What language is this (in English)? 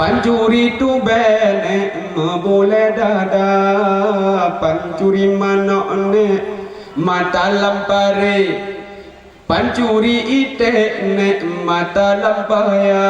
Achinese